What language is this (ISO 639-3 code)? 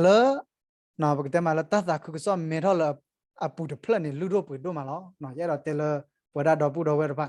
ksw